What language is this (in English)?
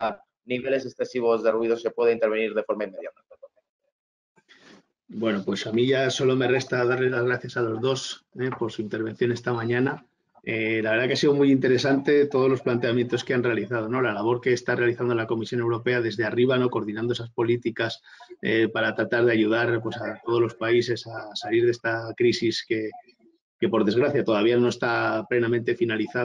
Spanish